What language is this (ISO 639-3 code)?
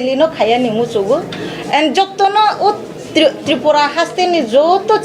trp